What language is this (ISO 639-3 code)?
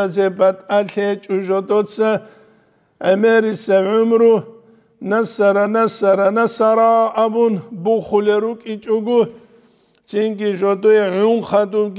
ava